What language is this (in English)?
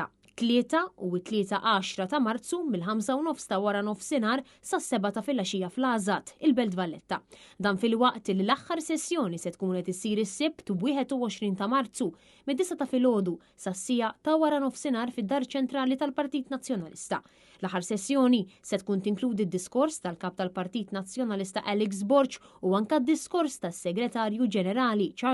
Maltese